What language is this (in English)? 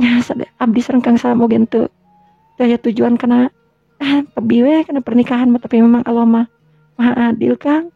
Sundanese